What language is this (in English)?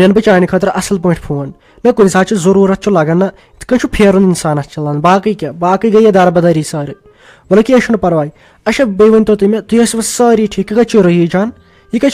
Kashmiri